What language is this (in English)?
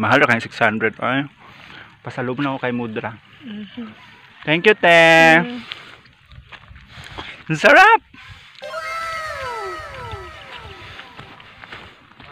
Filipino